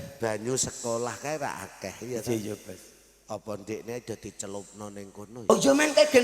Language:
Javanese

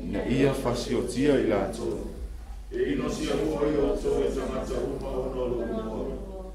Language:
Samoan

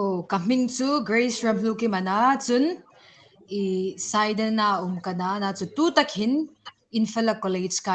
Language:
Hmar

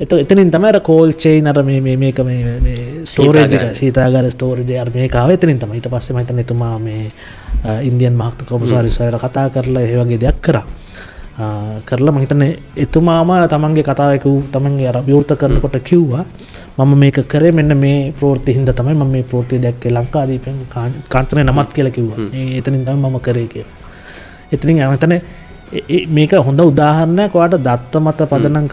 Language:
Sinhala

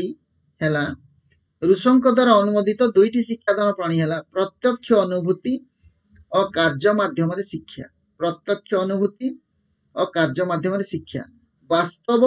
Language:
Odia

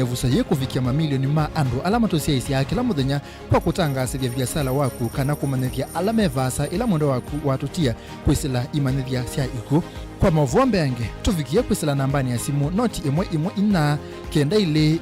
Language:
Kamba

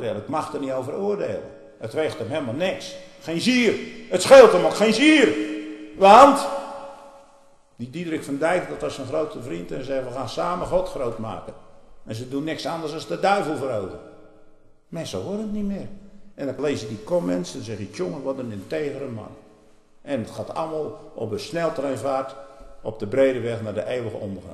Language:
Dutch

